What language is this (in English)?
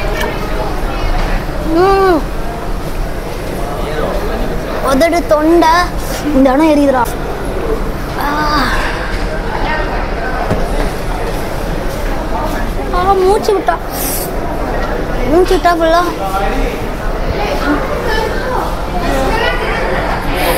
Tamil